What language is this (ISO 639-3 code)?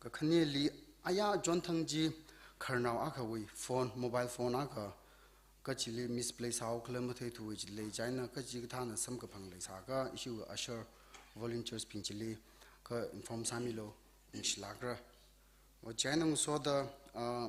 nmf